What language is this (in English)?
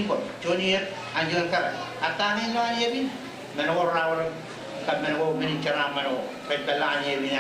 Marshallese